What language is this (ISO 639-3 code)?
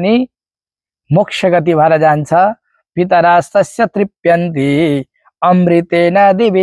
nep